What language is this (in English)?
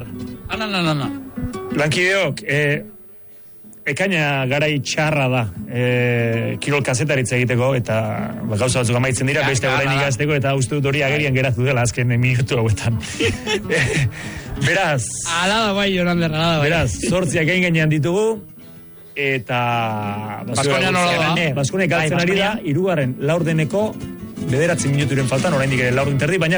Basque